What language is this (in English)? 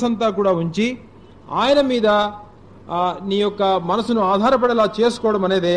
Telugu